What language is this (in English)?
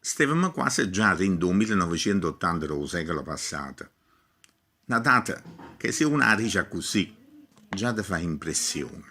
Neapolitan